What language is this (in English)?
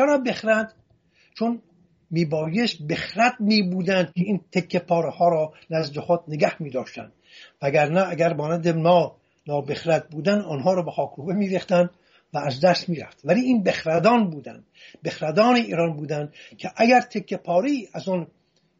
Persian